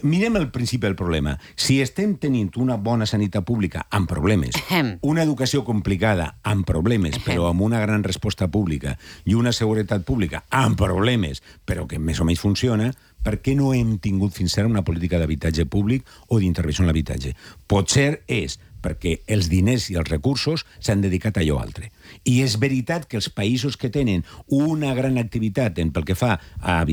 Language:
Catalan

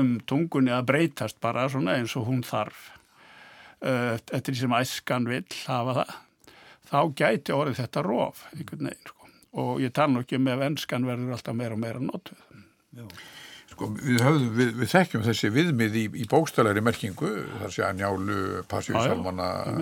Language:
Icelandic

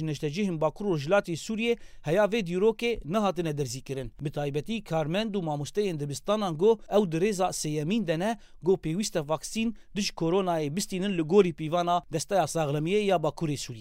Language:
Kurdish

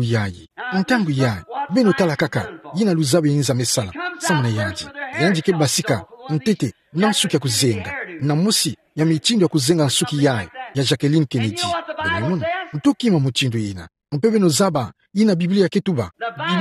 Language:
Kituba (Democratic Republic of Congo)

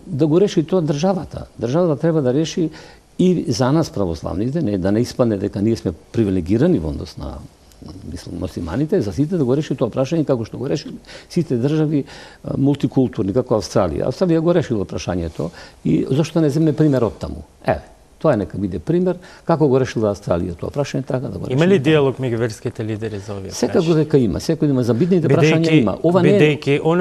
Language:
Macedonian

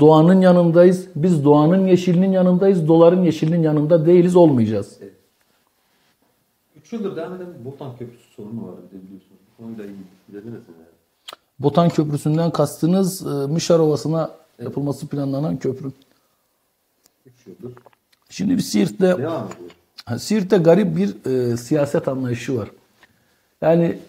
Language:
Turkish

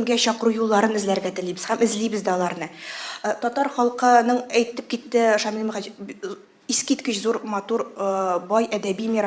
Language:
Tatar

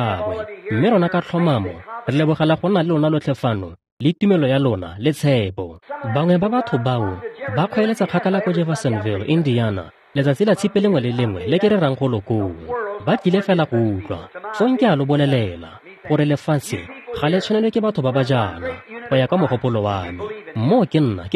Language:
Tswana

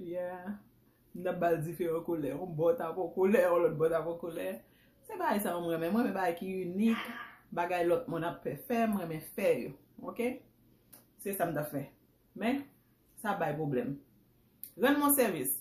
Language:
Haitian Creole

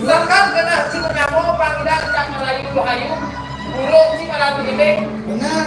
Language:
Balinese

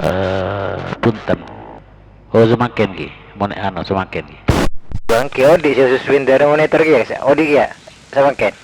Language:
Madurese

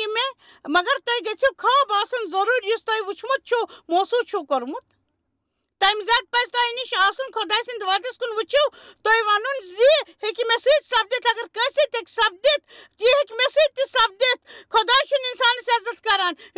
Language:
Kashmiri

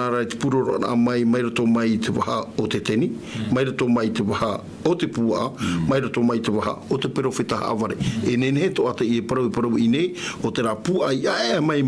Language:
Tahitian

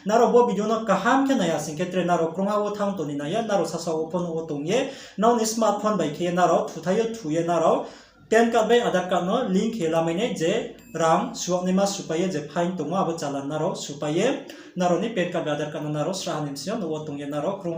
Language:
Riang (India)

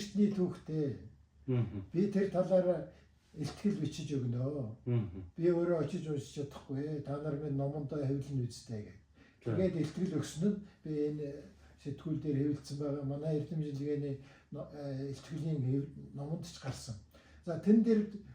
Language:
Mongolian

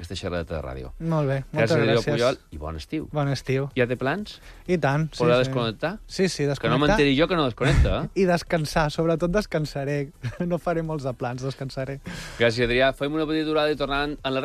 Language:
Catalan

